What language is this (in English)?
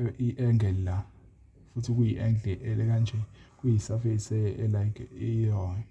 Zulu